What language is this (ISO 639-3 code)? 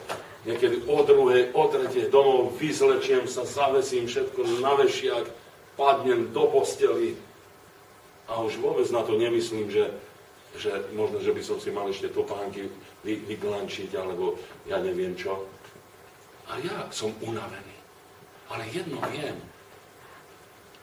slk